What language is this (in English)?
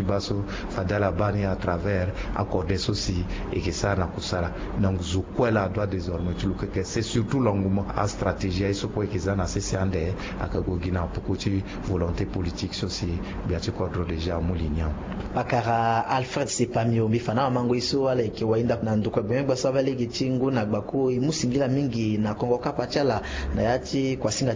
Sango